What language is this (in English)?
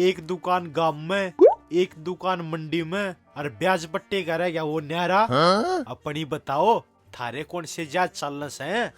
Haryanvi